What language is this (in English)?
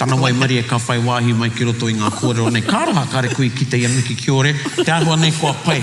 Māori